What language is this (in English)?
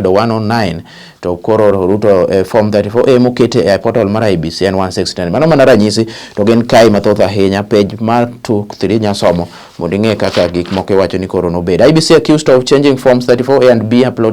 Luo (Kenya and Tanzania)